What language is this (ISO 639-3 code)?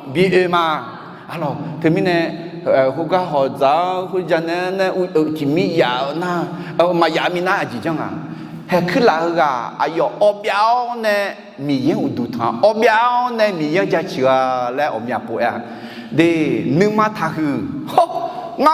ahk